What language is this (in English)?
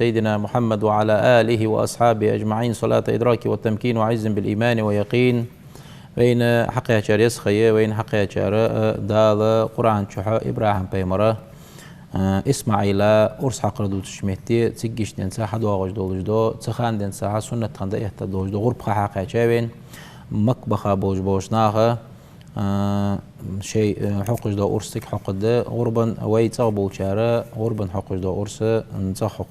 Ingush